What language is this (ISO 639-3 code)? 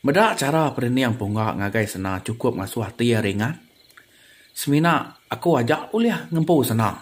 iba